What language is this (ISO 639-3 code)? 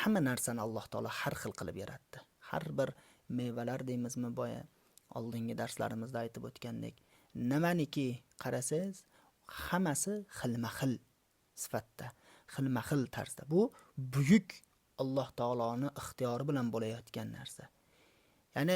uzb